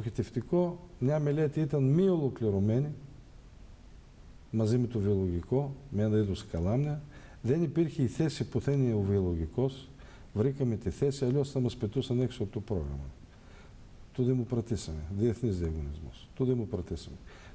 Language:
Greek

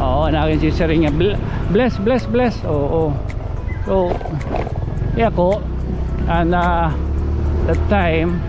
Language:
Waray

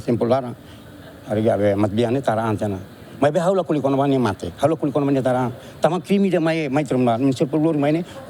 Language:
Tetum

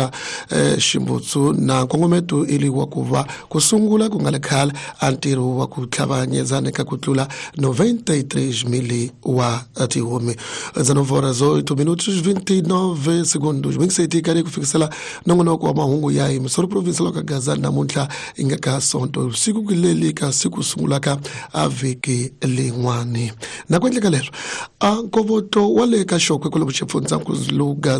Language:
Tsonga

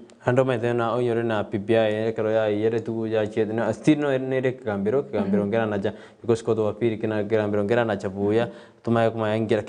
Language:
Gusii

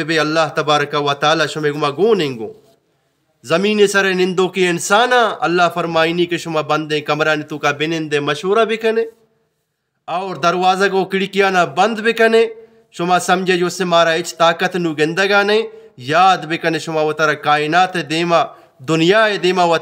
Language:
Eastern Balochi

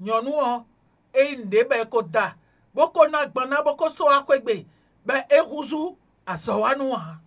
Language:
Fon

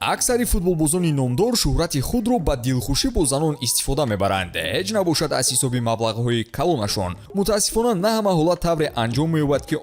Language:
Tajik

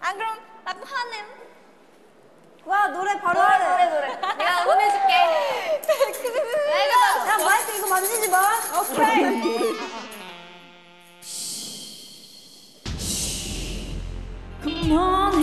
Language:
Korean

